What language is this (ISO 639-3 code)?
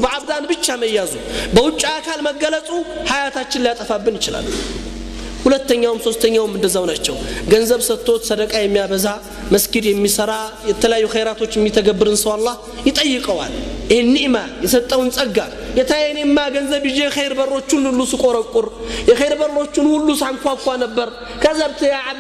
amh